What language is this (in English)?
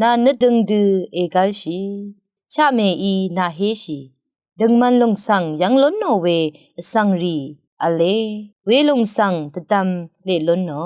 Rawang